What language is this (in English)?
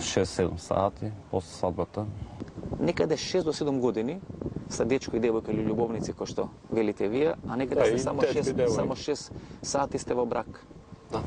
Macedonian